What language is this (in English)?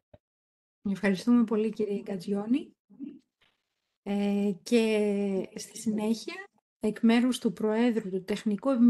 Greek